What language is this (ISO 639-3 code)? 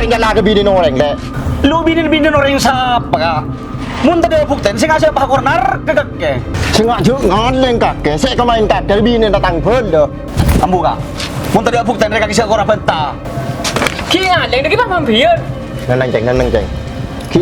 mad